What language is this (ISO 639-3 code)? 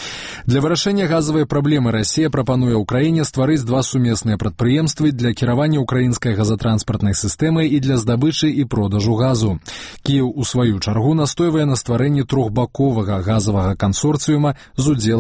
bel